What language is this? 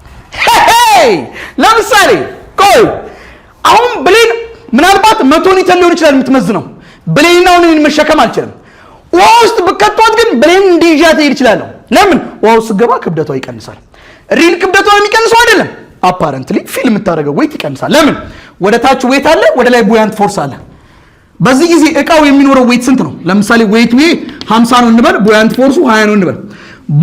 Amharic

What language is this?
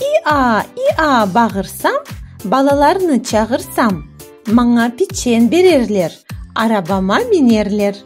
Crimean Tatar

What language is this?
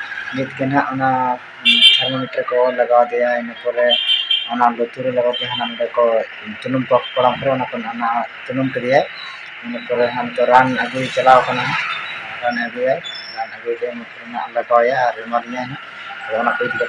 Santali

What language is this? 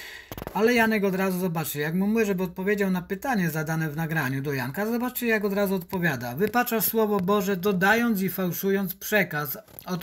Polish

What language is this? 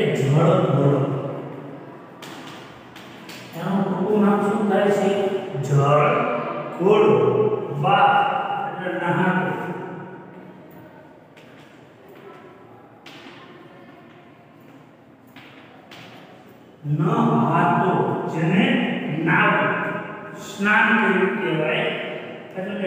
Gujarati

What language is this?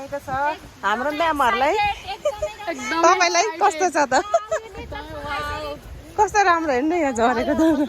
Nepali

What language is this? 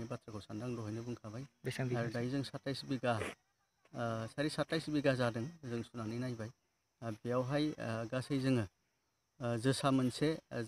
Bodo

